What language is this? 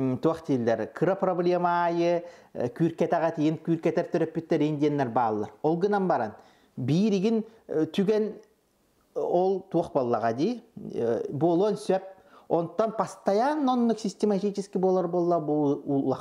Yakut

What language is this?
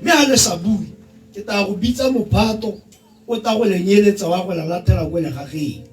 Tswana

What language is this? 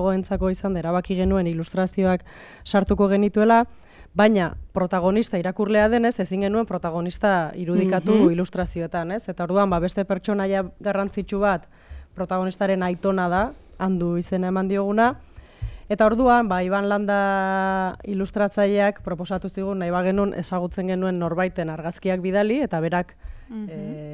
Basque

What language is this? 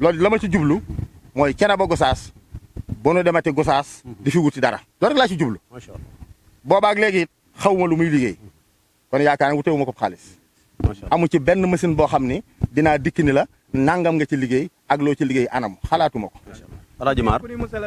Wolof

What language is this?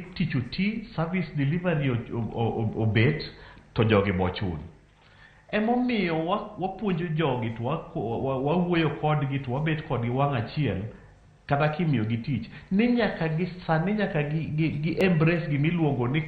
Luo (Kenya and Tanzania)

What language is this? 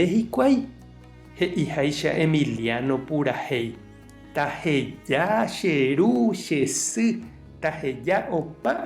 Guarani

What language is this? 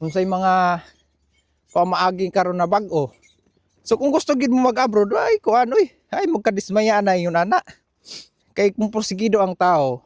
Cebuano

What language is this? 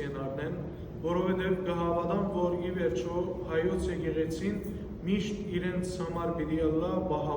Western Armenian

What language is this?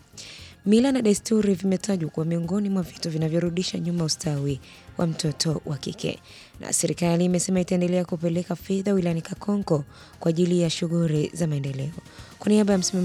Swahili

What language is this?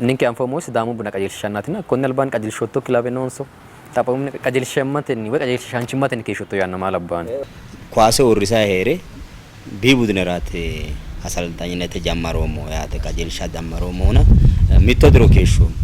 Sidamo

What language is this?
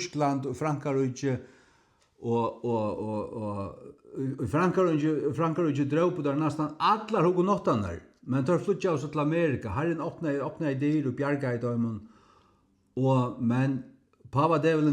Faroese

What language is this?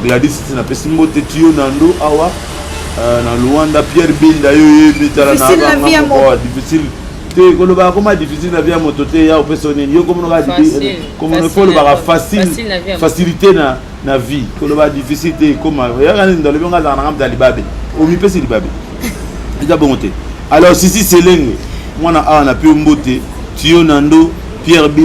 Lingala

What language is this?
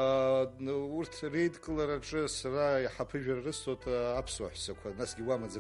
Abkhazian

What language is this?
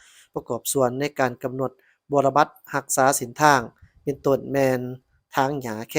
Lao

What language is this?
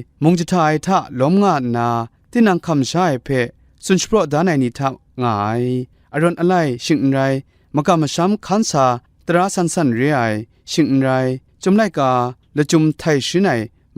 Kachin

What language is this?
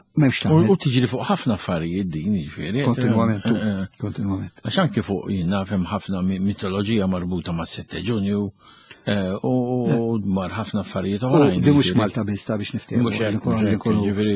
Maltese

